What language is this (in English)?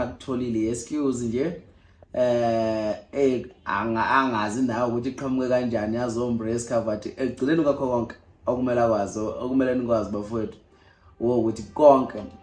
Zulu